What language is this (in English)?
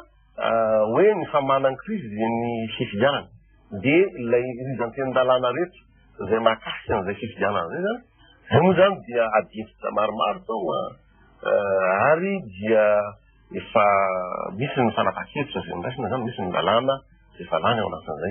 Malagasy